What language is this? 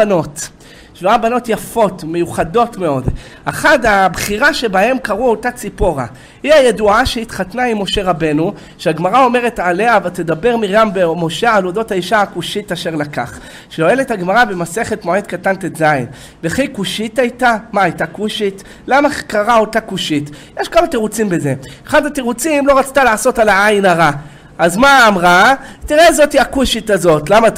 Hebrew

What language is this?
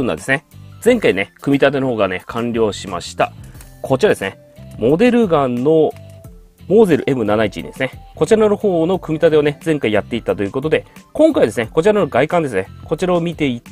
Japanese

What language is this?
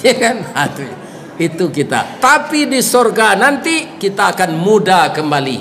Minangkabau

